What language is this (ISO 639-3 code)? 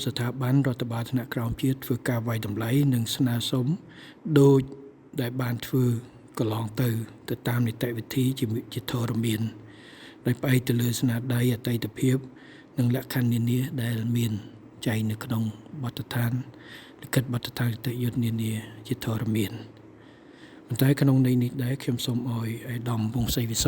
khm